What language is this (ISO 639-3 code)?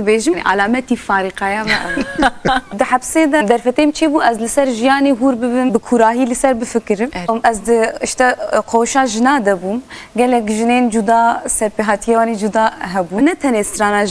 kur